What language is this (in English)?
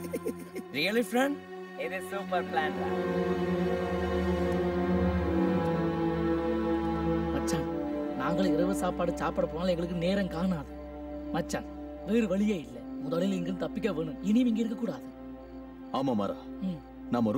Tamil